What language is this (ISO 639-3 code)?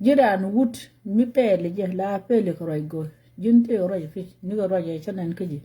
nus